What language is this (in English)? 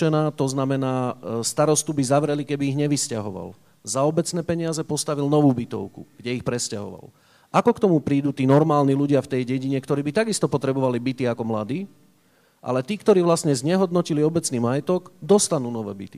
Slovak